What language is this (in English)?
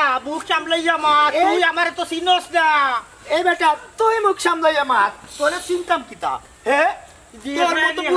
Sylheti